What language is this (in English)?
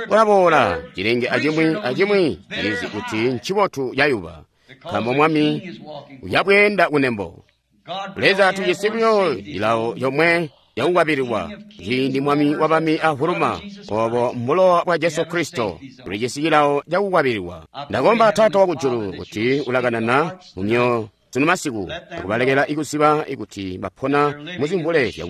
Tonga (Zambia)